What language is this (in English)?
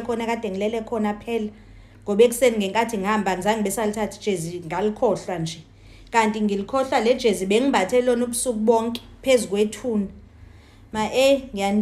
Zulu